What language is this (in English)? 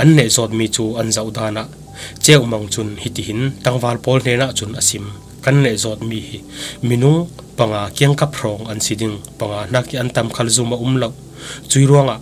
Falam Chin